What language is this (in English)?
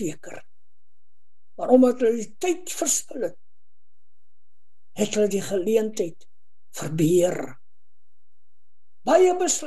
Afrikaans